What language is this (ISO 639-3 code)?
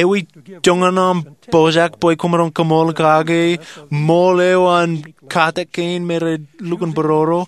mah